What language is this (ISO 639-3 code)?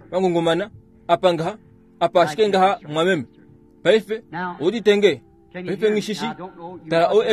kua